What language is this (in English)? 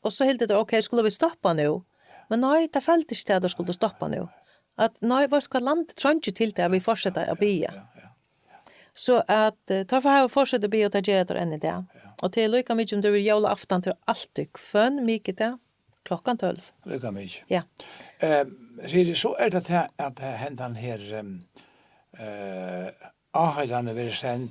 Faroese